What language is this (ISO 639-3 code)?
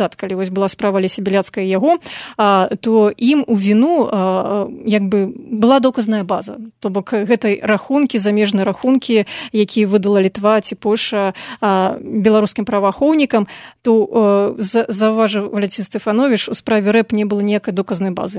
bel